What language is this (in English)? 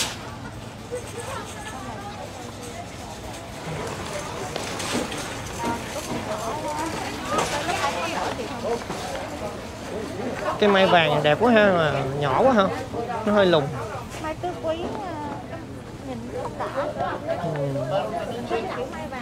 Vietnamese